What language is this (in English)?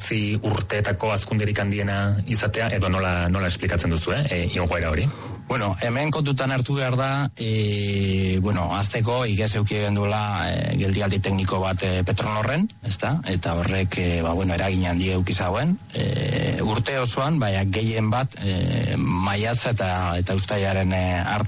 Basque